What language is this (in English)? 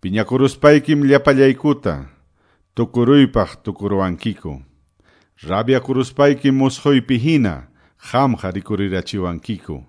Quechua